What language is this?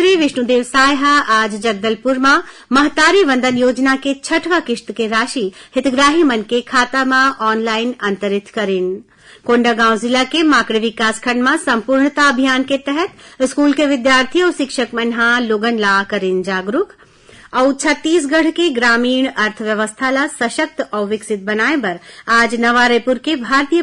Chhattisgarhi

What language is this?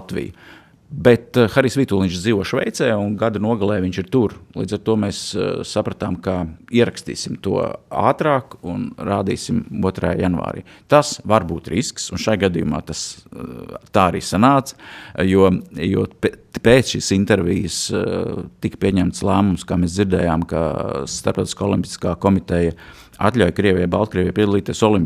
Latvian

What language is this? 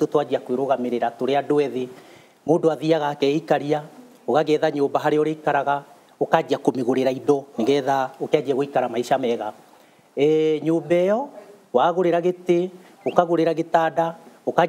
Kikuyu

